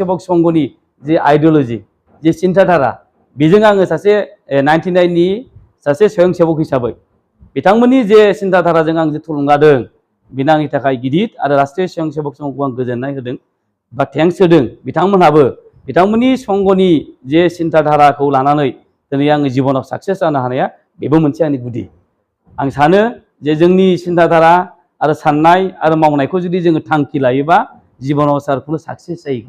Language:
Bodo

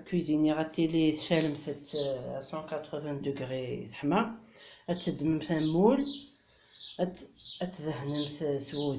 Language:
Kabyle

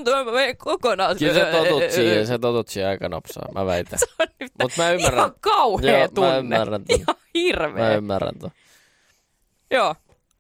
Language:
Finnish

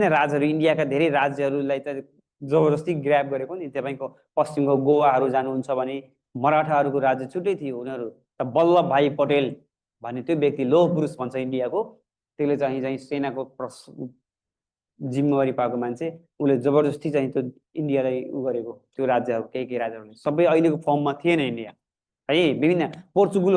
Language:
Nepali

